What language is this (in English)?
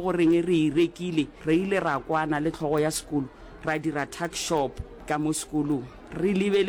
Northern Sotho